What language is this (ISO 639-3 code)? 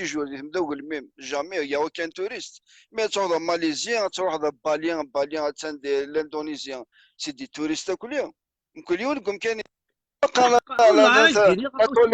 kab